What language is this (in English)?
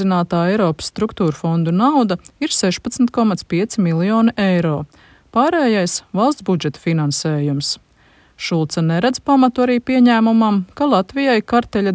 Latvian